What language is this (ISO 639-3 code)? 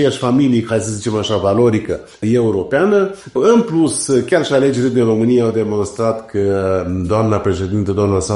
ron